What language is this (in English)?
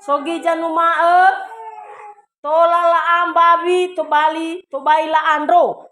Nias